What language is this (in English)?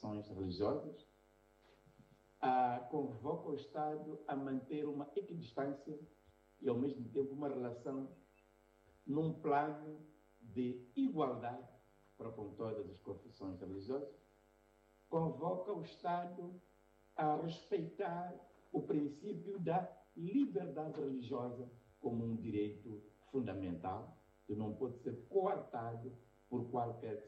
Portuguese